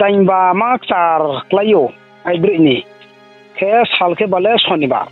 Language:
Riang (India)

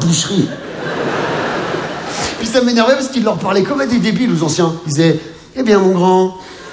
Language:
French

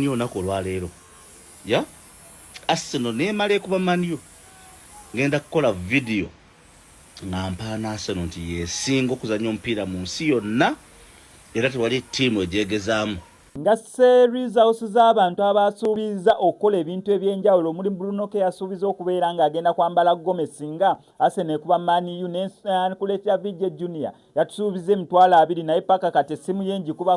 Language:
Ganda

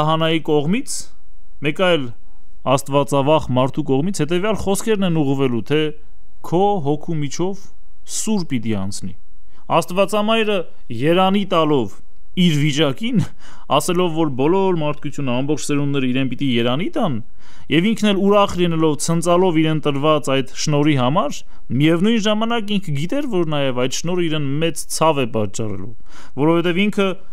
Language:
Armenian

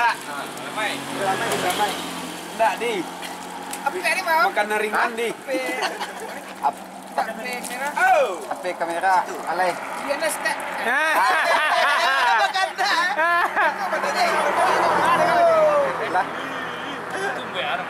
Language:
Malay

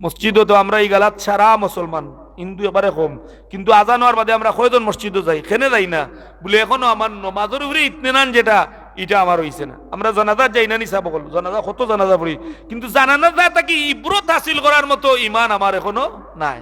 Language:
Sylheti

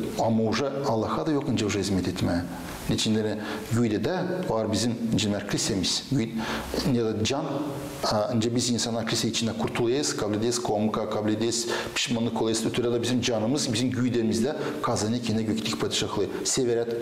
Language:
Gagauz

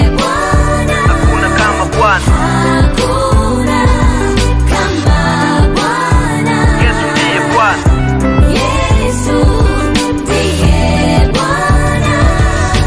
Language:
Swahili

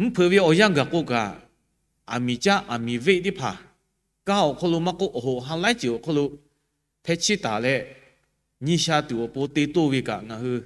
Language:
Lahu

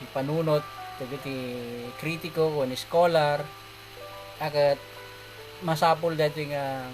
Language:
Iloko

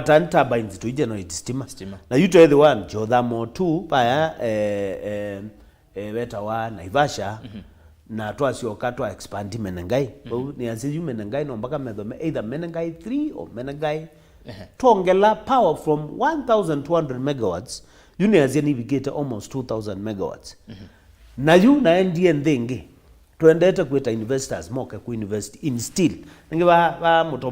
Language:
Kamba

